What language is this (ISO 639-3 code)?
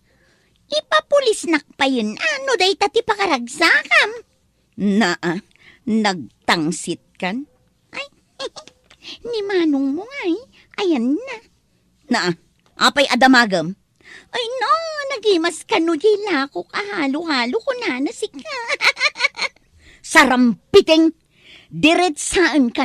ilo